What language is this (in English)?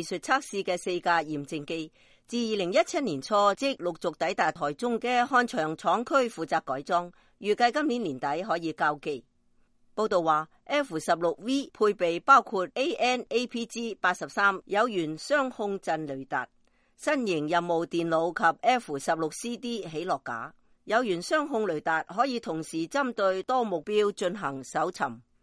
Cantonese